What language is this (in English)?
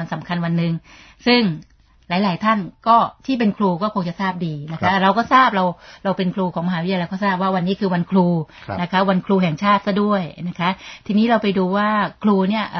Thai